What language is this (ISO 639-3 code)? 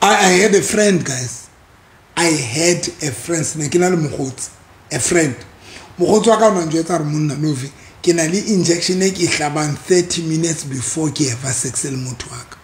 sot